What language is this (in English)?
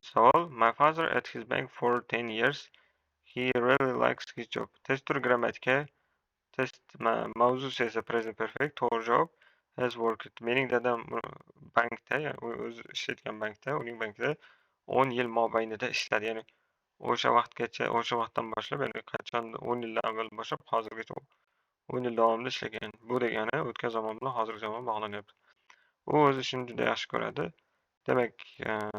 Uzbek